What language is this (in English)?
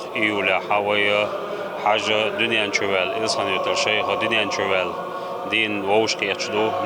Chechen